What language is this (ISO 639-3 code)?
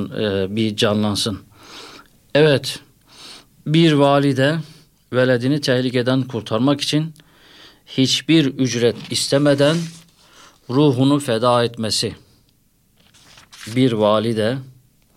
tur